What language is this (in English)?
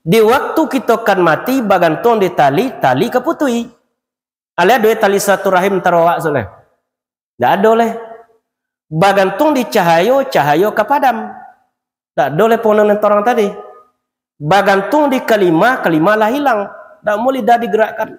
Minangkabau